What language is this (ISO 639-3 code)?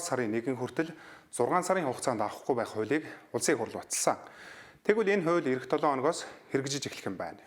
mon